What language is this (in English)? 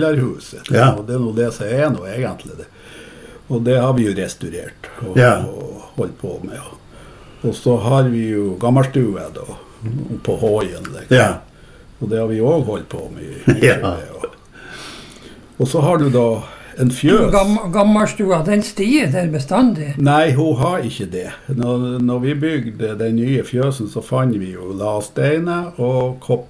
Norwegian